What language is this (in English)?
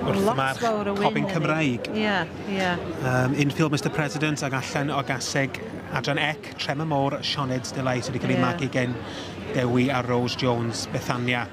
Welsh